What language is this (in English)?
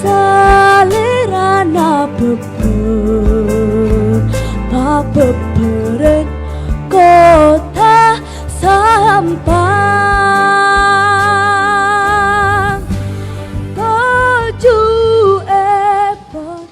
Madurese